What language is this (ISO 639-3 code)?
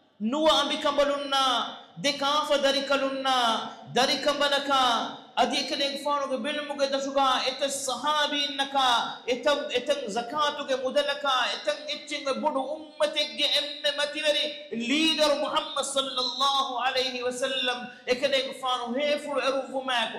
div